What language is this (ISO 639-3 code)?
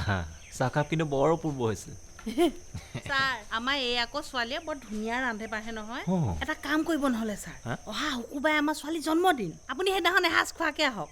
asm